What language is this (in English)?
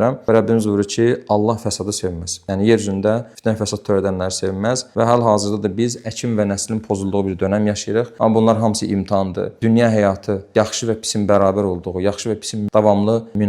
Azerbaijani